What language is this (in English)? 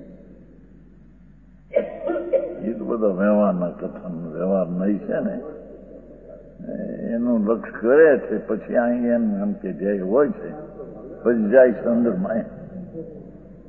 Gujarati